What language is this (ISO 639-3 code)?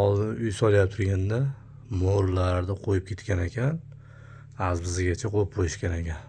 uzb